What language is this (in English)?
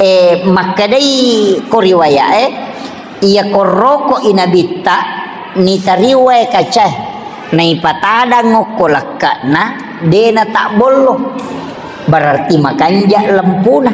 Buginese